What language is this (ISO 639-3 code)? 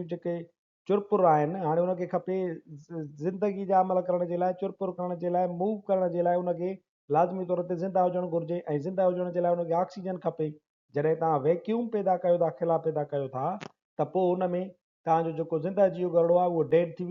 snd